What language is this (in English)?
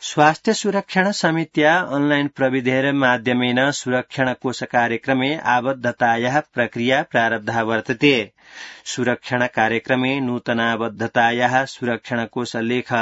Sanskrit